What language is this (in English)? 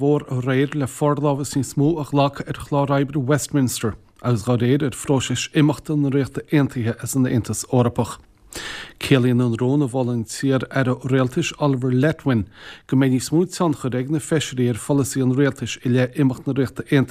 Irish